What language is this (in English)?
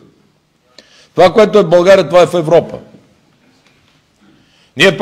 Bulgarian